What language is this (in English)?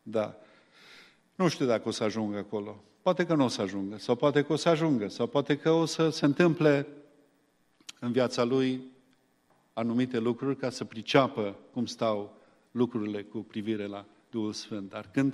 Romanian